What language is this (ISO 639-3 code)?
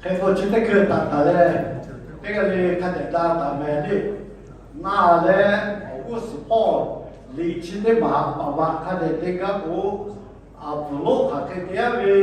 lhu